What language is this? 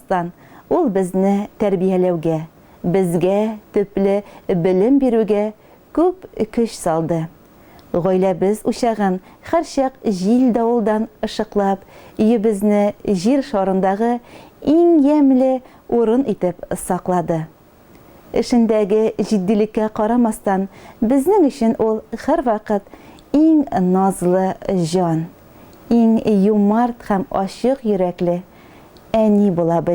Tatar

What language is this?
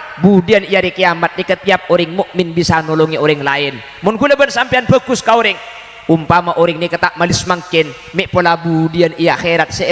Madurese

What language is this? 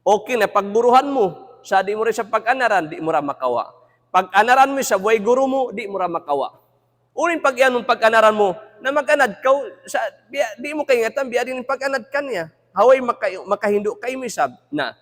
Tausug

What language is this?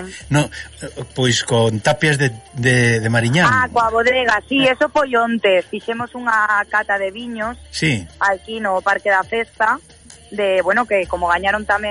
Galician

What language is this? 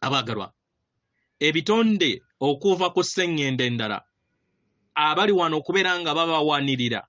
Ganda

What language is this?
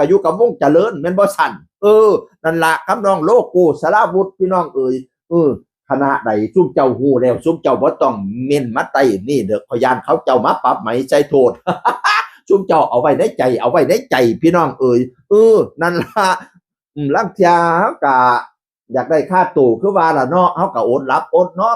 Northeastern Thai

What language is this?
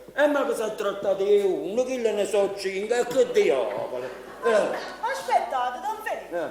Neapolitan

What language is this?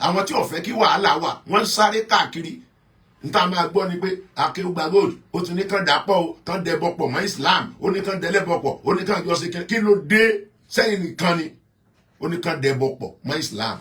Yoruba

